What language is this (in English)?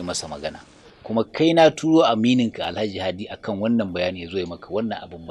Hausa